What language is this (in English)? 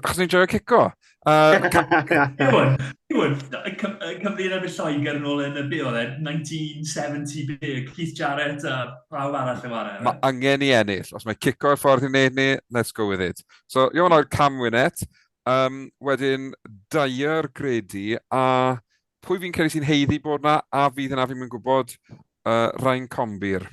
Welsh